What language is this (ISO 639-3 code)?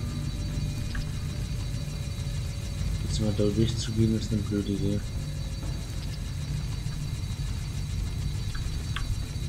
deu